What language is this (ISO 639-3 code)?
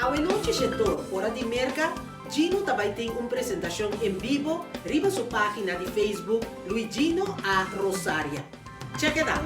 pap